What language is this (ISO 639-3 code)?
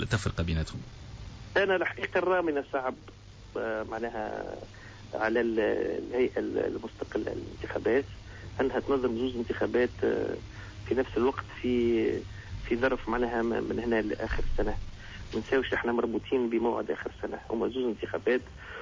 aeb